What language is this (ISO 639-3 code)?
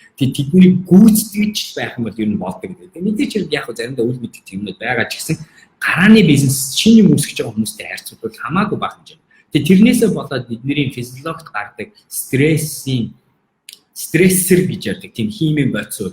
mon